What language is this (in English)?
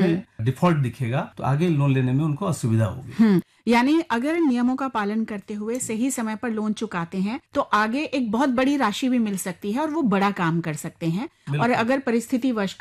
Hindi